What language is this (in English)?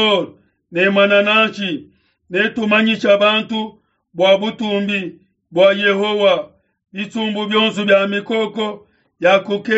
Luba-Lulua